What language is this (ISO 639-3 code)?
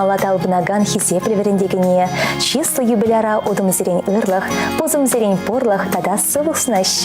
chv